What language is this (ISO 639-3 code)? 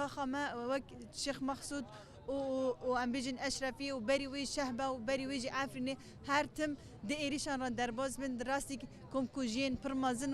kur